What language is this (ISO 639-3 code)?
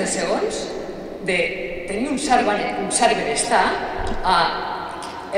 cat